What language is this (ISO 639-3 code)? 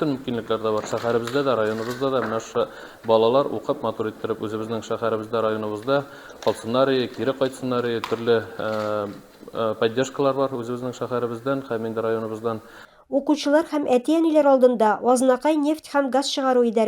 tat